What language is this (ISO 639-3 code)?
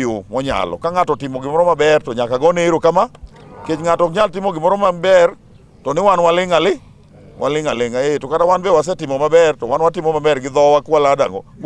luo